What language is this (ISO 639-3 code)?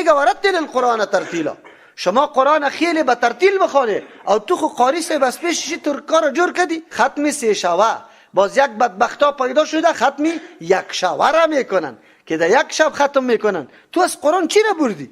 fas